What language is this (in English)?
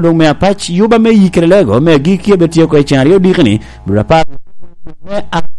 Lango (Uganda)